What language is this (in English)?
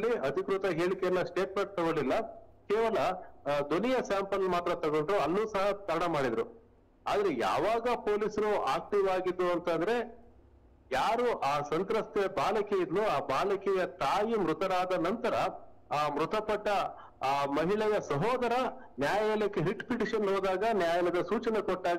Kannada